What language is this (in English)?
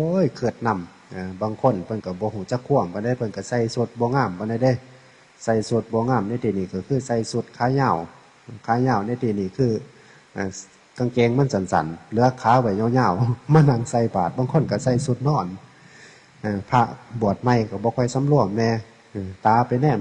Northeastern Thai